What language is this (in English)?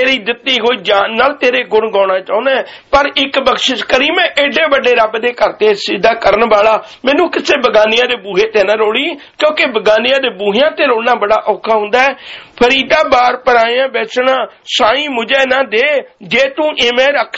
Punjabi